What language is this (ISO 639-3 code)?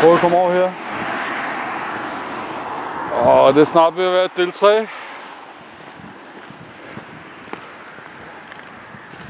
dan